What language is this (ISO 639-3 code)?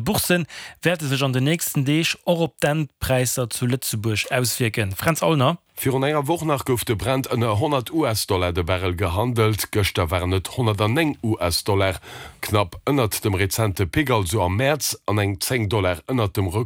ltz